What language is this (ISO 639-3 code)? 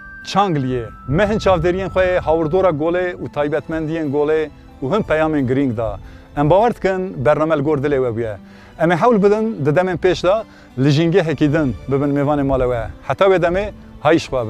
kur